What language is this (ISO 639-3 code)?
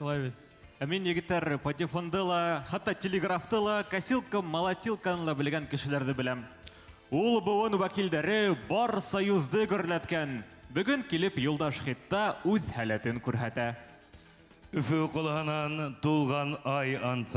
bak